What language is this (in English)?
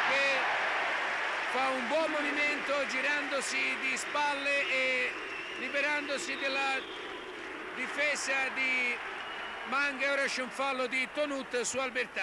Italian